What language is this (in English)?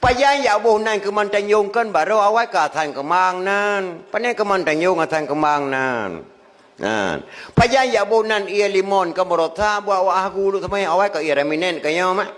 Achinese